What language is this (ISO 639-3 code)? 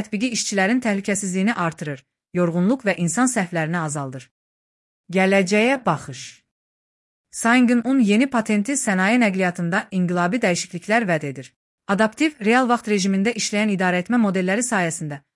aze